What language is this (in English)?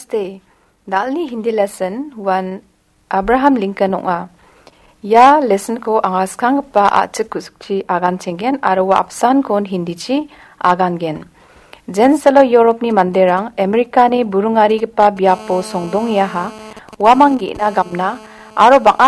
Garo